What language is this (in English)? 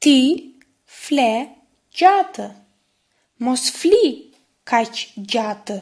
Albanian